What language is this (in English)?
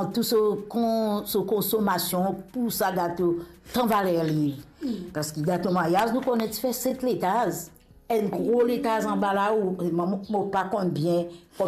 Morisyen